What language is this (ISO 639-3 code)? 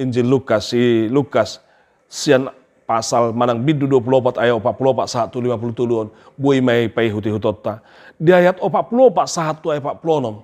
bbc